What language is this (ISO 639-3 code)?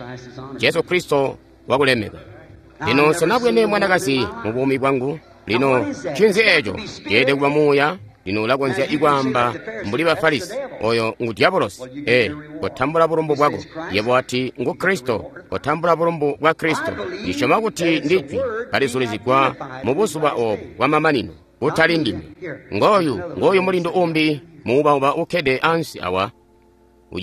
toi